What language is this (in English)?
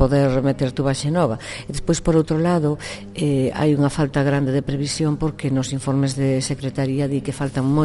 Galician